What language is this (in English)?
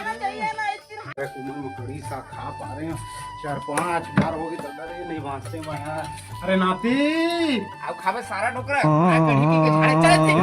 Chhattisgarhi